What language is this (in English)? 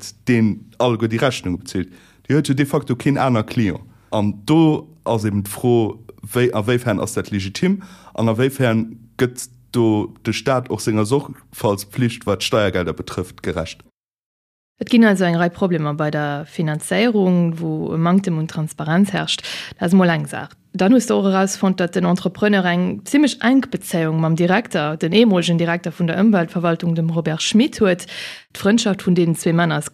Luxembourgish